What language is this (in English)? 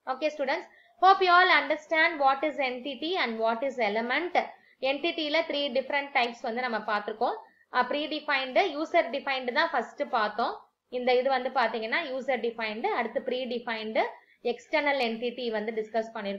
Tamil